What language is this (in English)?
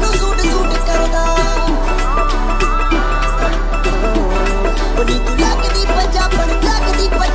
Punjabi